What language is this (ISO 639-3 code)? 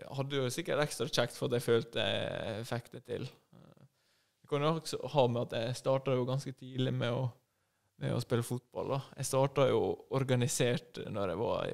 nor